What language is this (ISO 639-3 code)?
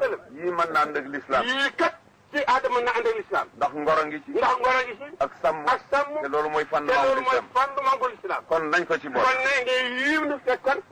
wol